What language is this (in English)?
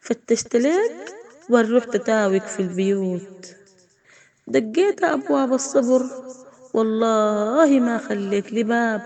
Sudanese Arabic